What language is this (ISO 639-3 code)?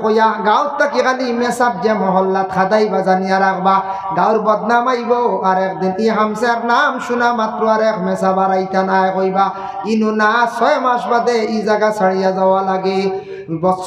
syl